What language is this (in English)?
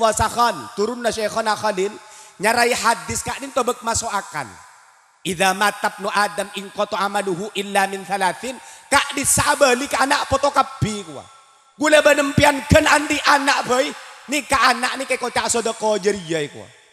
Madurese